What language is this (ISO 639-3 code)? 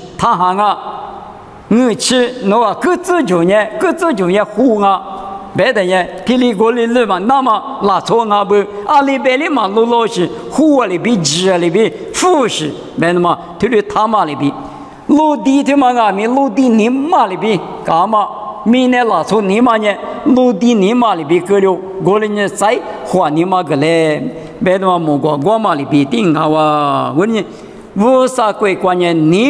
lis